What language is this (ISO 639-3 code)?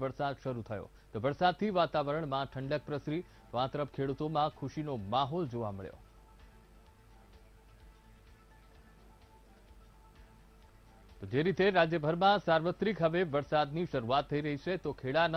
guj